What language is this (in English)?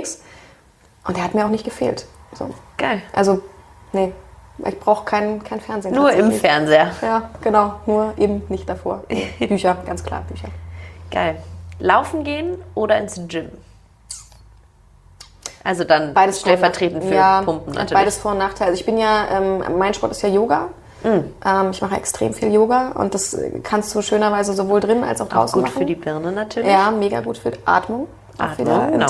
German